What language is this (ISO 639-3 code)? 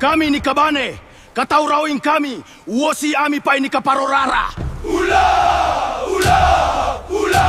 gil